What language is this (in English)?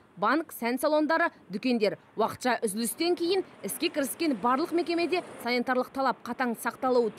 Kazakh